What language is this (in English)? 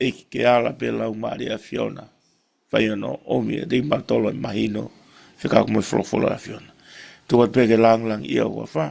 Tongan